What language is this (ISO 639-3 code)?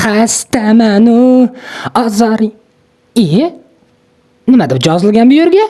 uzb